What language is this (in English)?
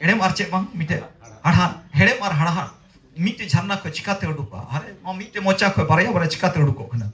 Santali